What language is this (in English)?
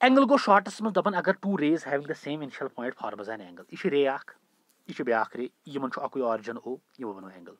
Kashmiri